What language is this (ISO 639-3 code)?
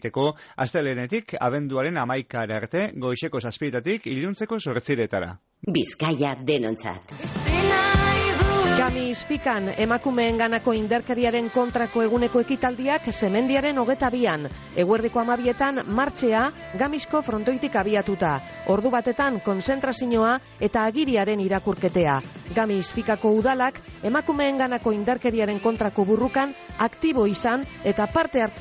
eus